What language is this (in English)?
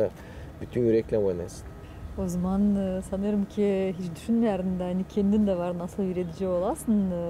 Gagauz